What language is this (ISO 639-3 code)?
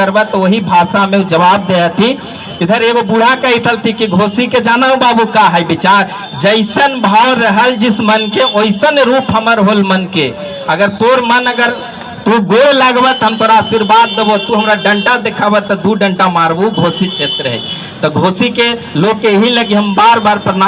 mag